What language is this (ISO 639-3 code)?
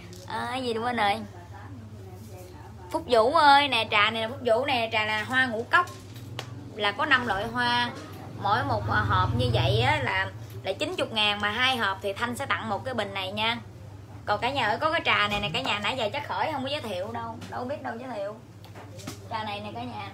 vie